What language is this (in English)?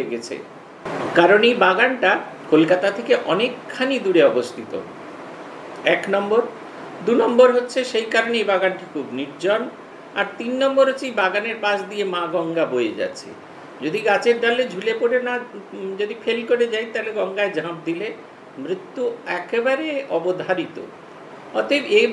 Bangla